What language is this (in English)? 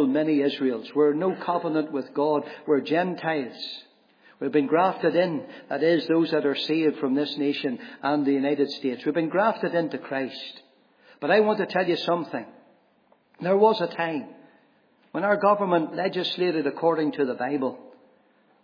English